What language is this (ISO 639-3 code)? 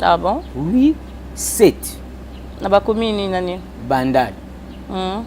lin